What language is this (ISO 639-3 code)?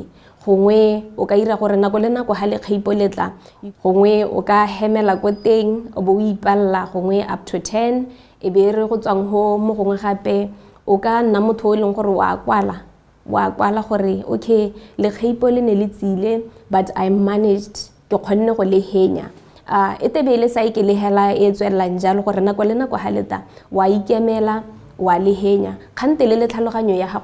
tsn